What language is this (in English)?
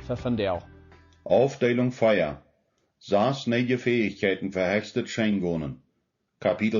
Plautdietsch